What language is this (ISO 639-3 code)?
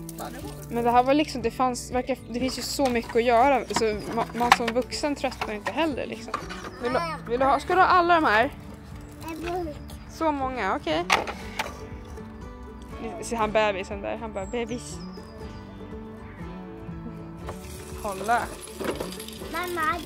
swe